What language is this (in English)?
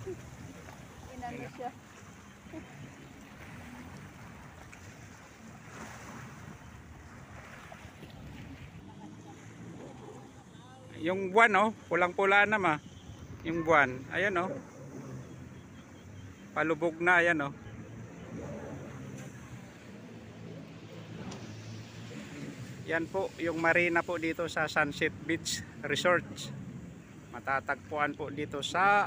Filipino